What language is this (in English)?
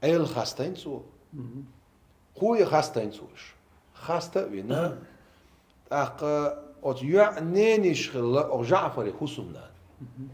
Chechen